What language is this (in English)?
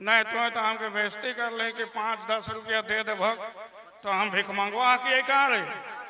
Sadri